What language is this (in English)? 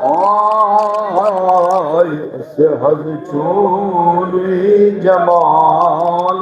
Kashmiri